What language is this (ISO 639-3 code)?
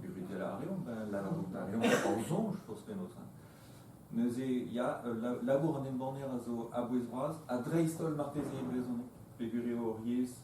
bre